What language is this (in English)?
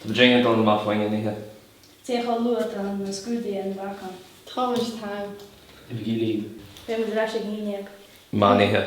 Irish